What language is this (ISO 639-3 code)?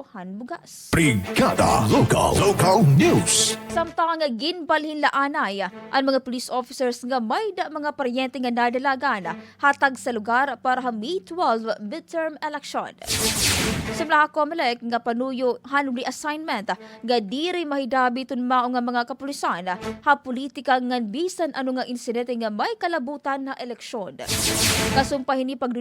war